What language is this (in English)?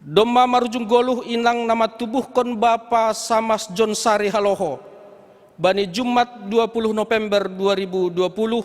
Batak Simalungun